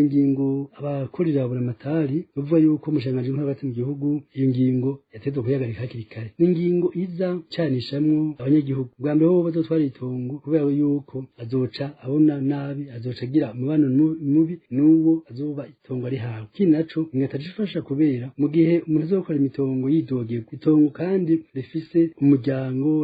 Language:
Rundi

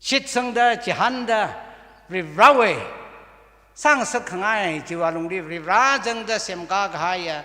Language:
Tangkhul Naga (India)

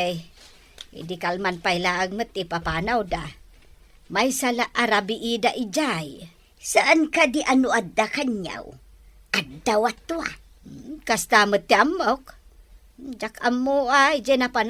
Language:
Iloko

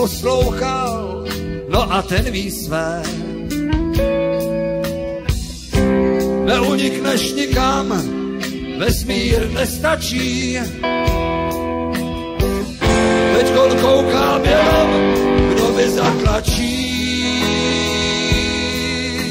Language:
Czech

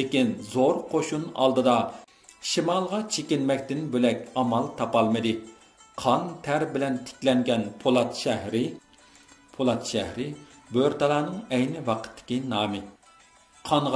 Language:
Uyghur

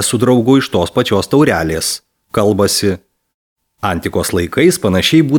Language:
Lithuanian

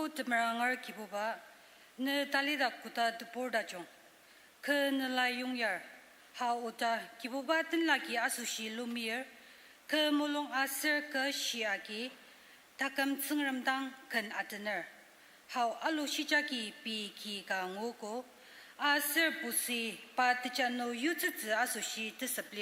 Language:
Ao Naga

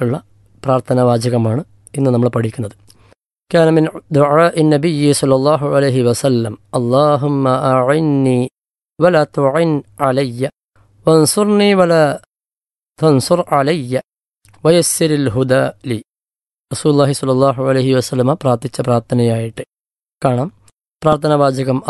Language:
Malayalam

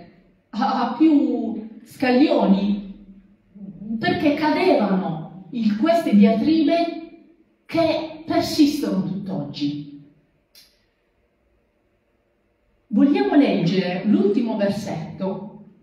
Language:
Italian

